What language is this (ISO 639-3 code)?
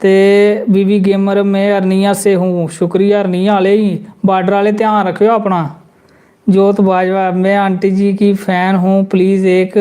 doi